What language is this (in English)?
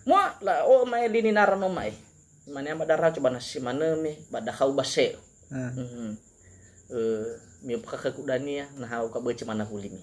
Nias